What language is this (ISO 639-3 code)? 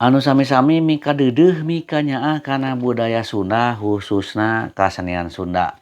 sun